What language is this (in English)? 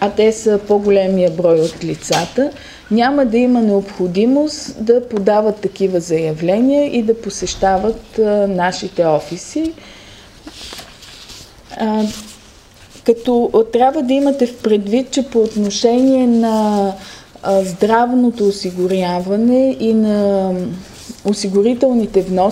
Bulgarian